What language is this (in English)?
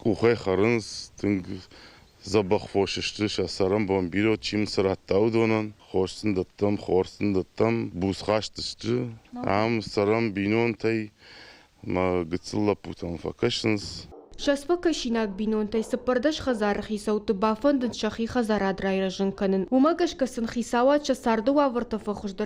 Ossetic